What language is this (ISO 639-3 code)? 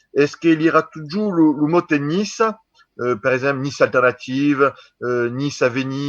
oci